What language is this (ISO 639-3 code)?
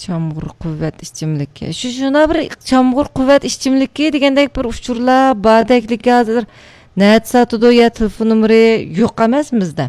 uig